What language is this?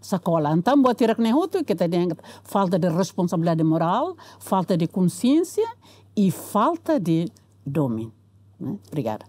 Tetum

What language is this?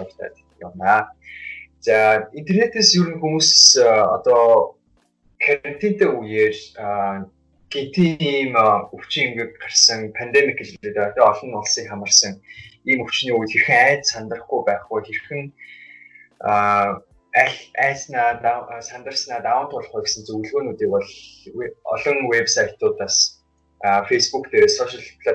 Mongolian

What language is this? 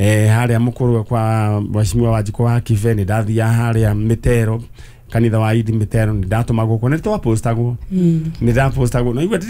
Kikuyu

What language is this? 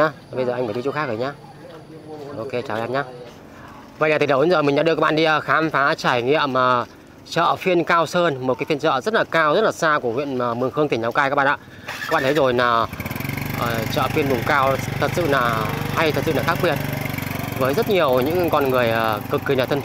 Vietnamese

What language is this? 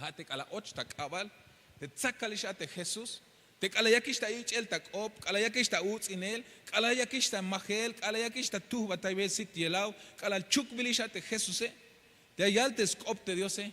Tzeltal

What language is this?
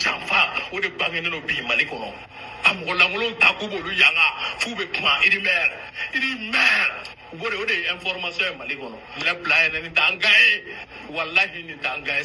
Bambara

